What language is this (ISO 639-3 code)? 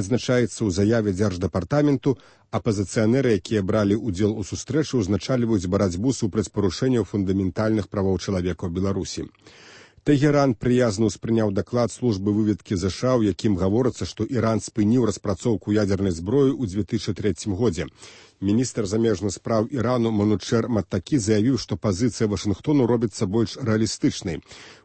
bel